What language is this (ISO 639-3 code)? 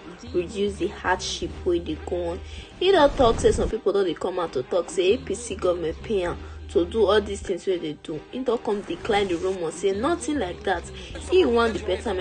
pcm